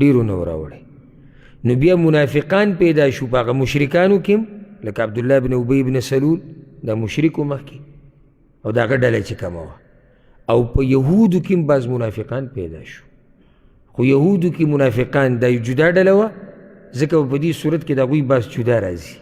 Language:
Pashto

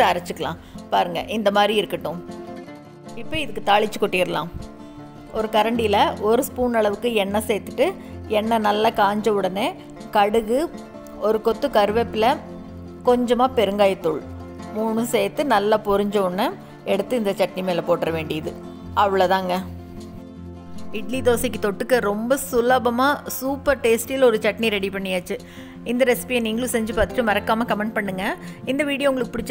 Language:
Tamil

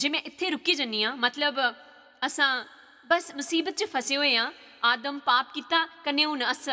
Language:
Dogri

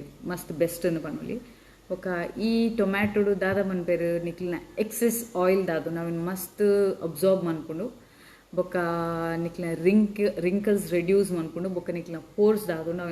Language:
Tulu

